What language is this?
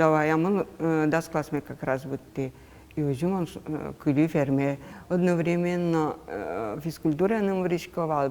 Udmurt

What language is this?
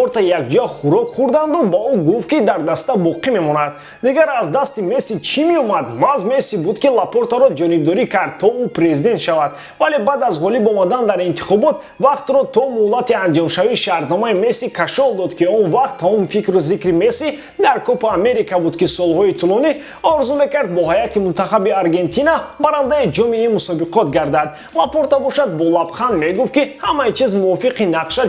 Tajik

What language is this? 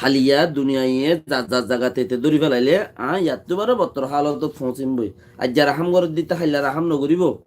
Rohingya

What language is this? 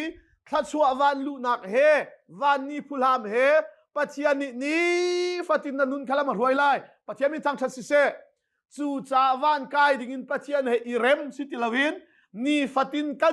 Hakha Chin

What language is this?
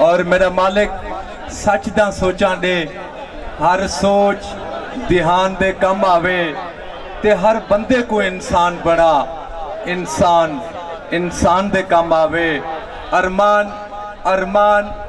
Saraiki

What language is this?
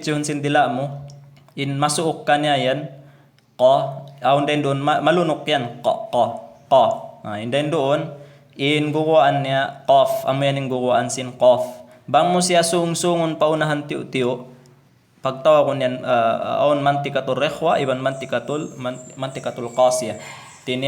Tausug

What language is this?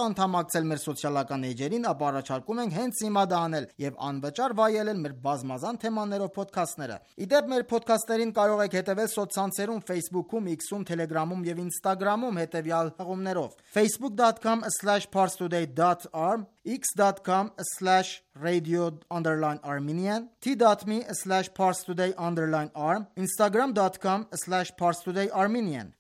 Armenian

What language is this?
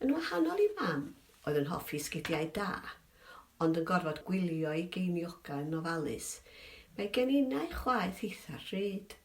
Welsh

